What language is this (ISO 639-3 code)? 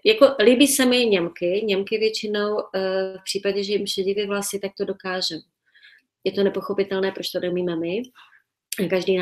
ces